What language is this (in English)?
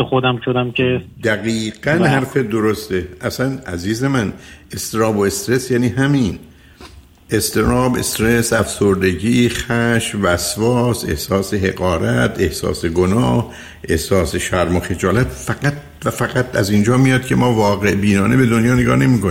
Persian